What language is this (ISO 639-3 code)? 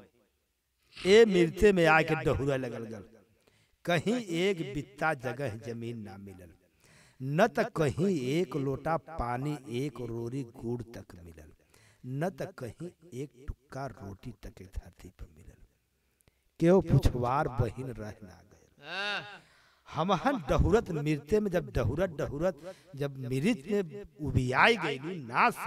bho